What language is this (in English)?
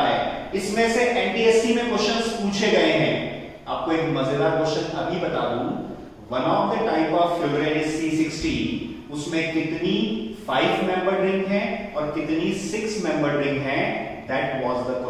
Hindi